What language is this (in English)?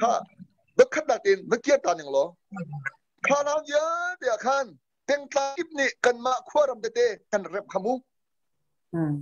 Hakha Chin